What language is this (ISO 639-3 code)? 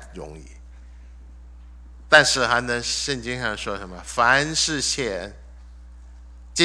zho